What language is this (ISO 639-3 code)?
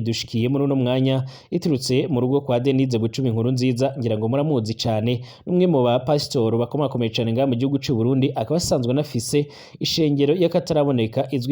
run